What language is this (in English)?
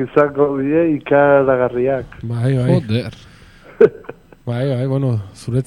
Basque